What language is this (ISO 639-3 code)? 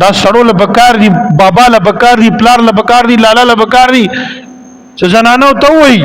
pus